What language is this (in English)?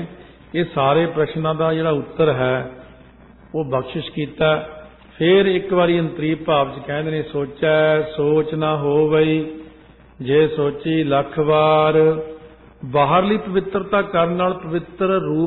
Punjabi